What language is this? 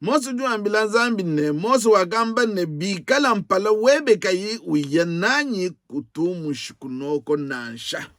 Luba-Lulua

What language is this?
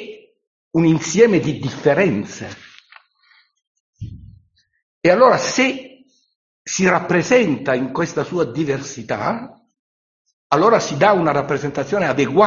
Italian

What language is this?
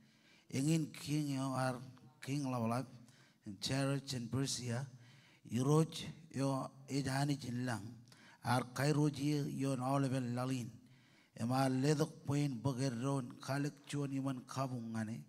Marshallese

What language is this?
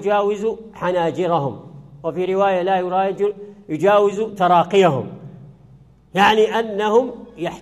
Arabic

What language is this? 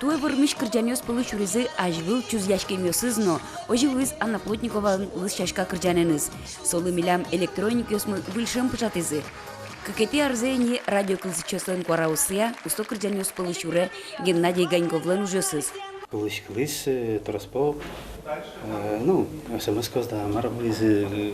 Udmurt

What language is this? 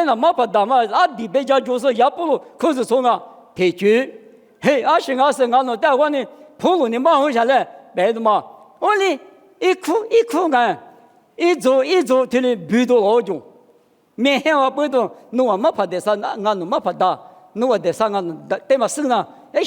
Lisu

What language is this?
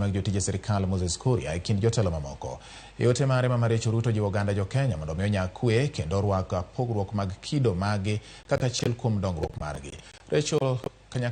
Luo (Kenya and Tanzania)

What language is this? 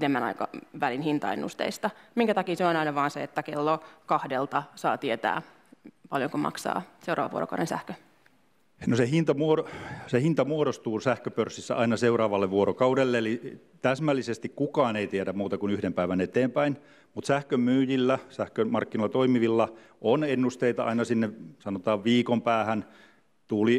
Finnish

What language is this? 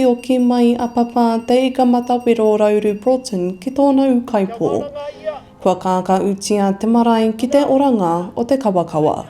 Māori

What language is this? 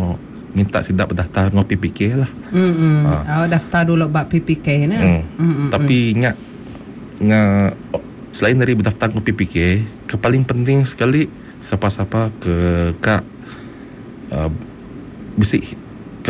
Iban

